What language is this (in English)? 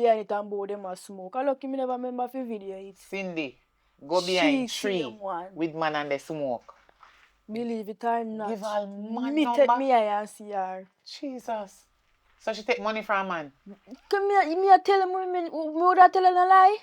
Jamaican Creole English